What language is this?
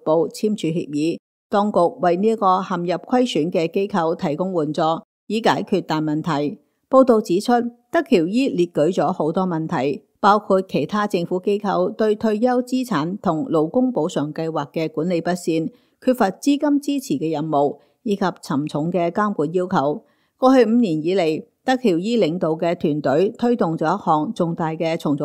Cantonese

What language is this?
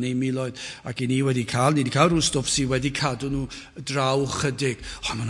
Welsh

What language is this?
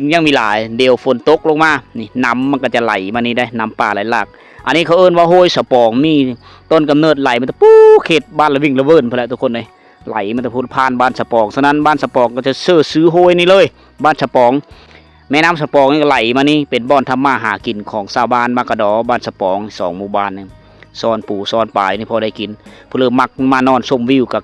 Lao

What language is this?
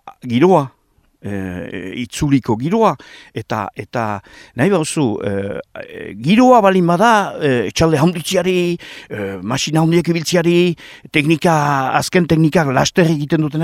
Basque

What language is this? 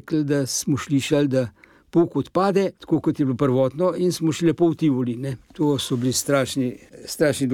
Slovenian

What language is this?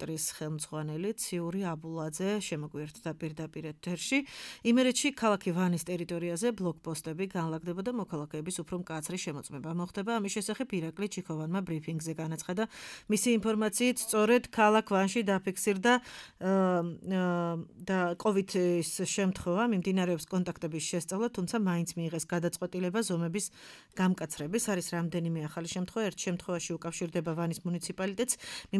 Georgian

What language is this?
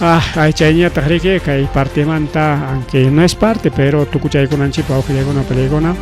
Ayacucho Quechua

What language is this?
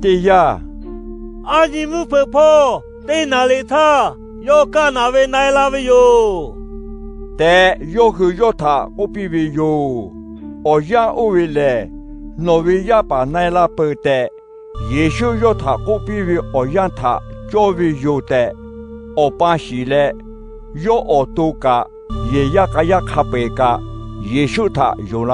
Lahu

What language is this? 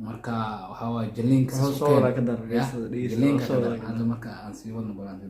Somali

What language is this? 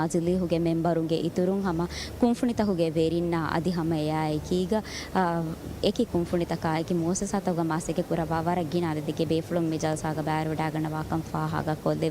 Divehi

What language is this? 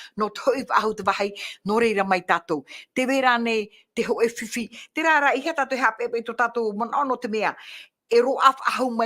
Tahitian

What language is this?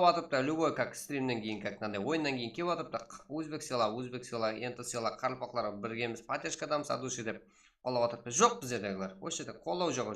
Kara-Kalpak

